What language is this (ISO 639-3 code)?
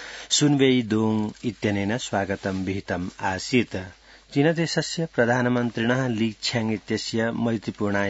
san